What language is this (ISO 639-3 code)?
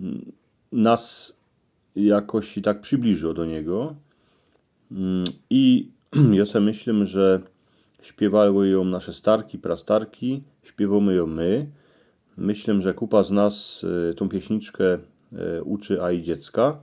szl